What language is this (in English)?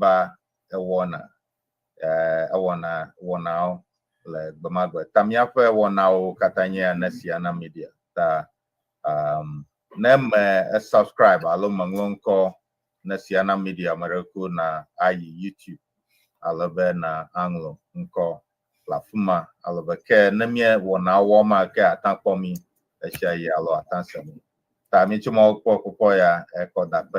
Ewe